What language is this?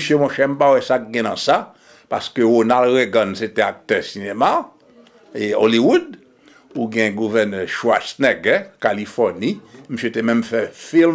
Haitian Creole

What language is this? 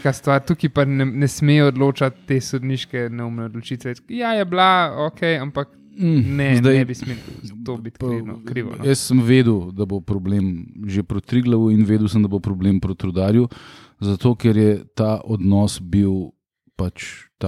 Slovenian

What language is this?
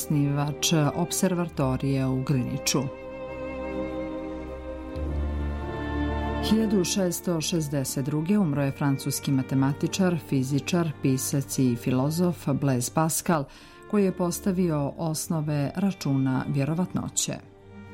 Serbian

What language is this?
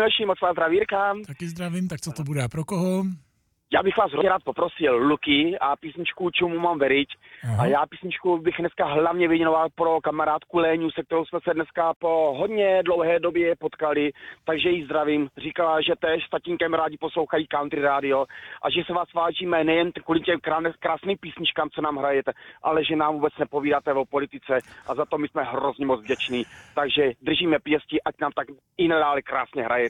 Czech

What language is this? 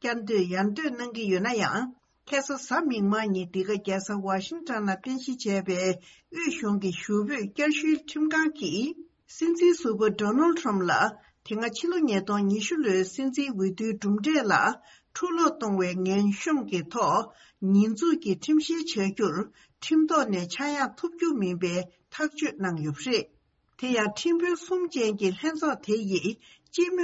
Tibetan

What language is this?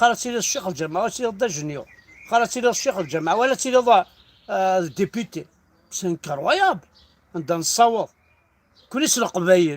Kabyle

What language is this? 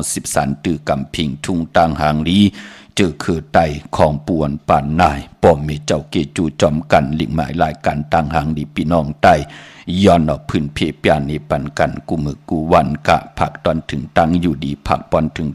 Shan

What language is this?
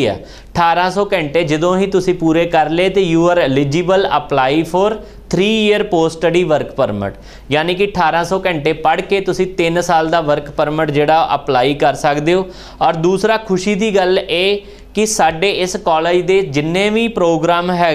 Punjabi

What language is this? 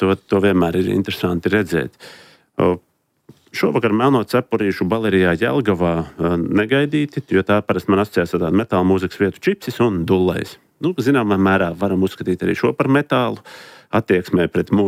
Latvian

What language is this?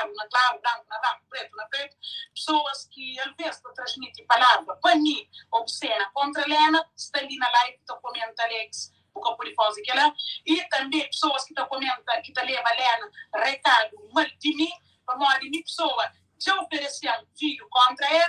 Kabuverdianu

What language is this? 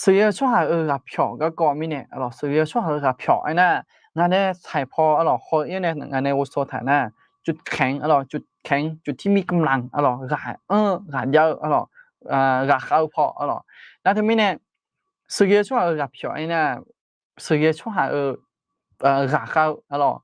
Akha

